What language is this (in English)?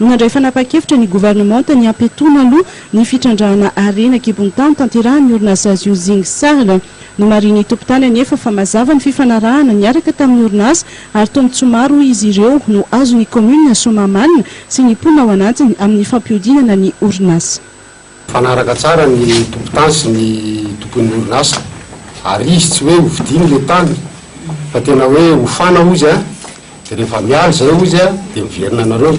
Malagasy